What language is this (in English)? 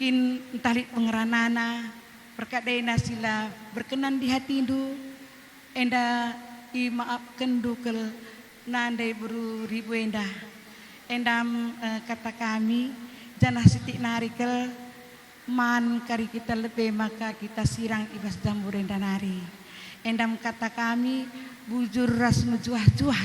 Batak Karo